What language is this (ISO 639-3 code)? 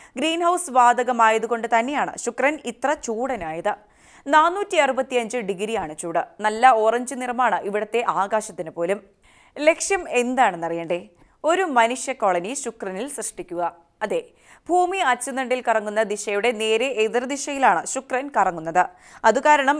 mal